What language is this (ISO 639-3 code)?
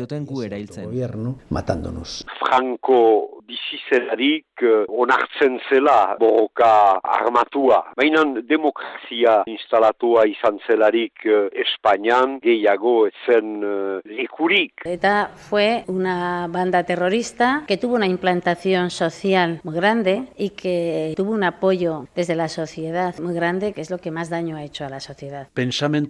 eus